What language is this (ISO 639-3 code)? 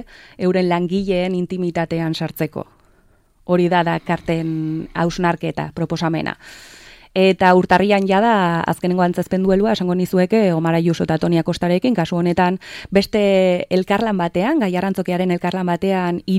eus